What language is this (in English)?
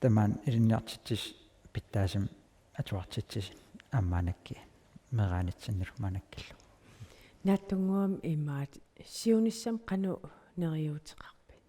Kalaallisut